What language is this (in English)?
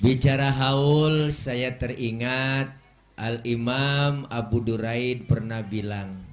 Betawi